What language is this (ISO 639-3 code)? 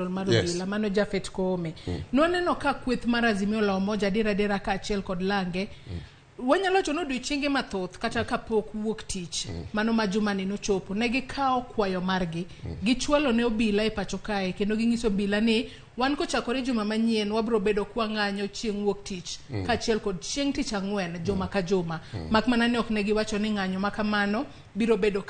luo